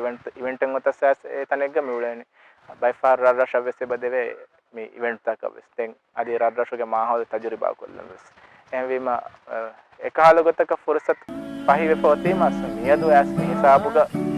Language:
Divehi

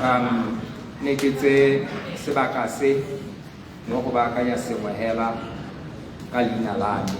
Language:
Tswana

